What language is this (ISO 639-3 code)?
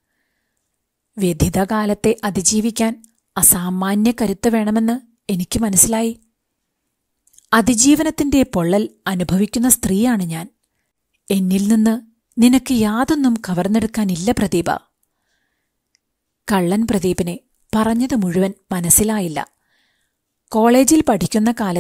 mal